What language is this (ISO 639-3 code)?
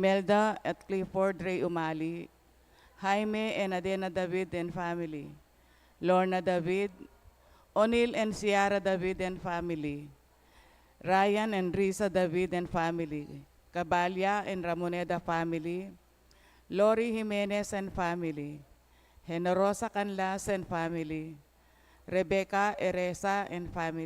pam